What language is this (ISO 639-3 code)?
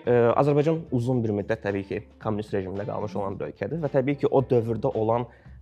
aze